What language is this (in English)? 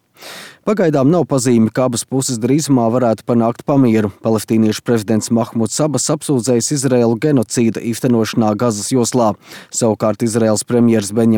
Latvian